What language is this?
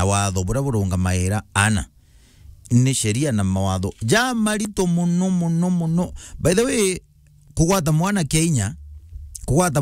Meru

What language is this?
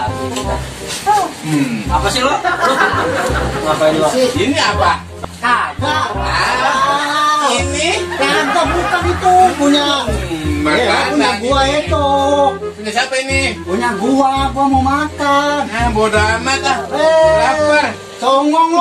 Betawi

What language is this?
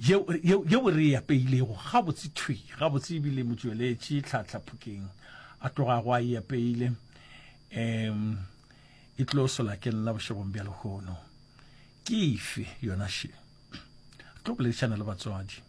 Northern Sotho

